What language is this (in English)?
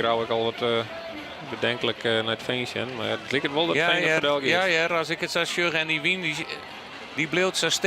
Western Frisian